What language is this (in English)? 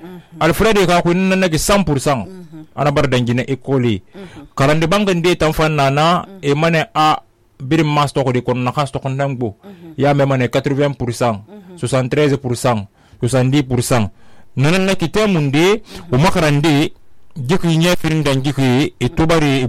Susu